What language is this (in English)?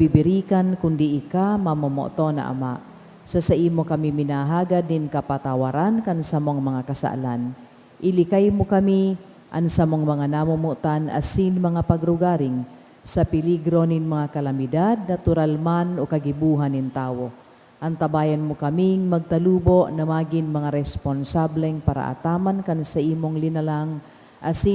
Bikol